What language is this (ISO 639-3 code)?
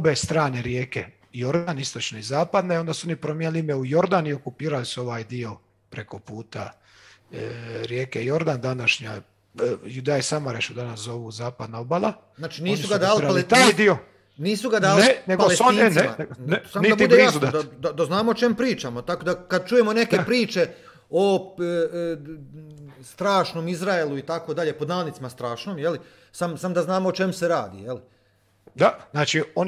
hrv